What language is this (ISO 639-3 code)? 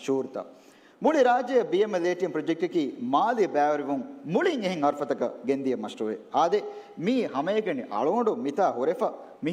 div